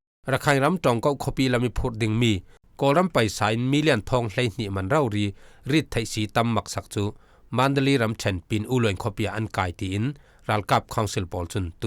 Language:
Falam Chin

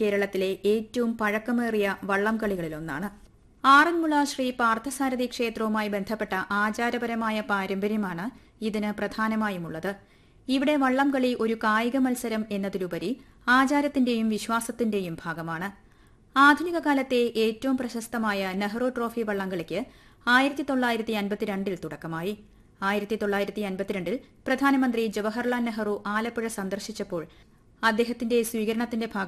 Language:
Malayalam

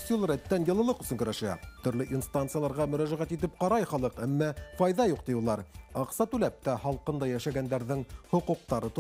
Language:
Bashkir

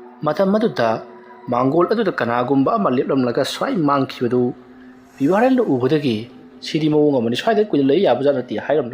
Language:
Manipuri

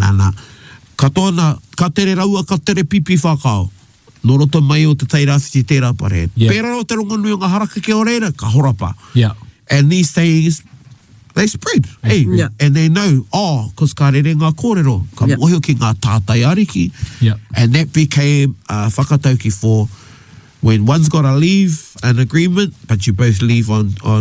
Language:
Māori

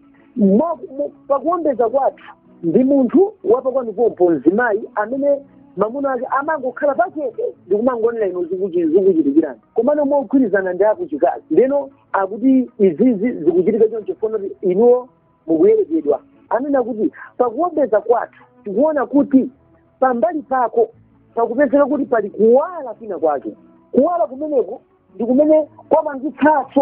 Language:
Nyanja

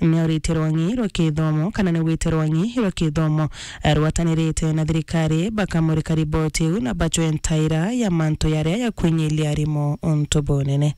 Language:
Meru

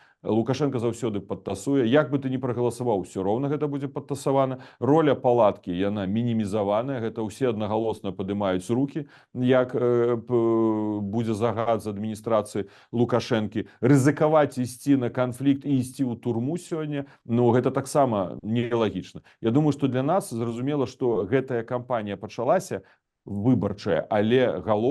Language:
Belarusian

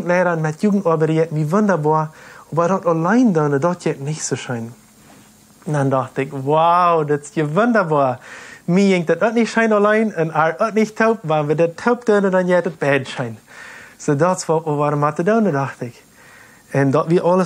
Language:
Plautdietsch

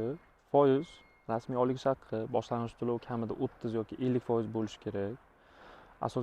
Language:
Uzbek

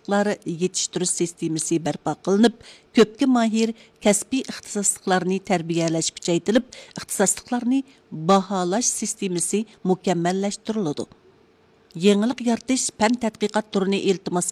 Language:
Uyghur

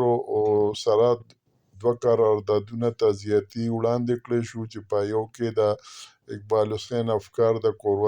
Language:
Pashto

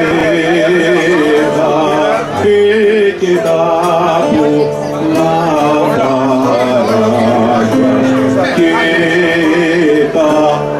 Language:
Greek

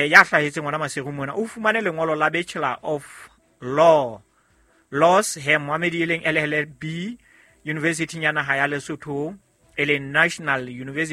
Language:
Southern Sotho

